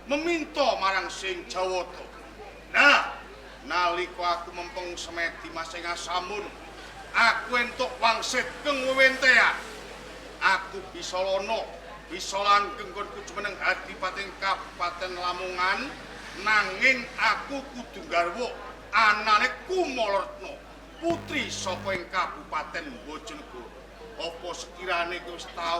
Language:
Javanese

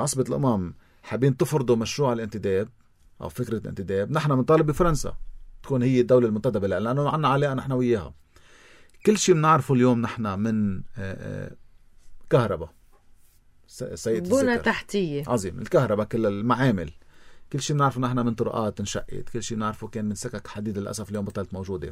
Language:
North Levantine Arabic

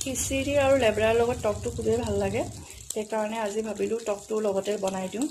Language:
Assamese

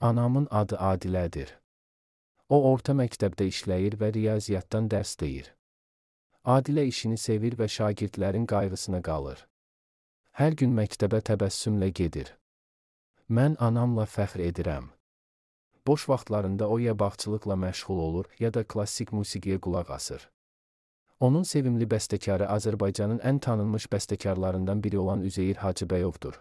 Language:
Azerbaijani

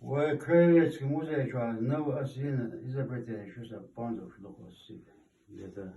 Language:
Chechen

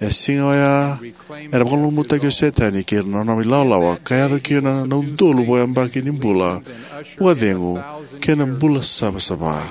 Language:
Fijian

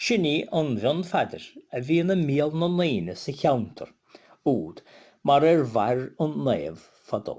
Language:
Irish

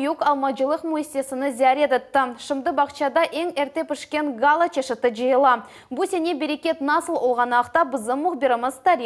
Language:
Crimean Tatar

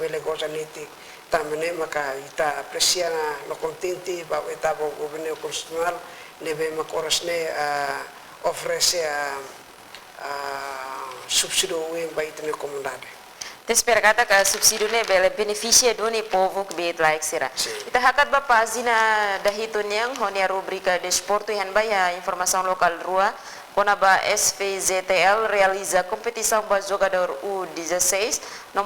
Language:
Tetum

